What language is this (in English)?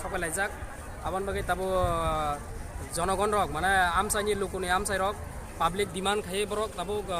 Kok Borok